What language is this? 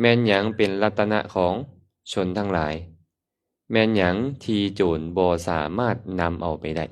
Lao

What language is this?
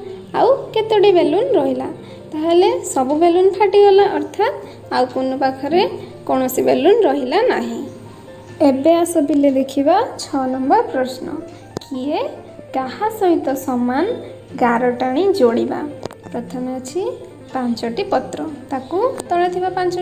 Odia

